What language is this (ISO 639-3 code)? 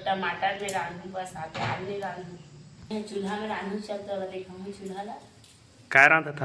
hne